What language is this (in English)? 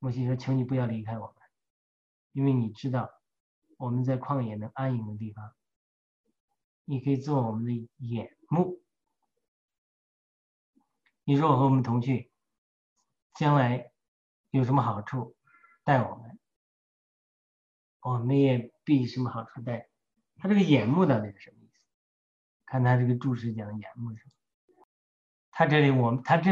Chinese